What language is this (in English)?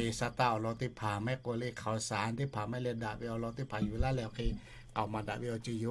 Lahu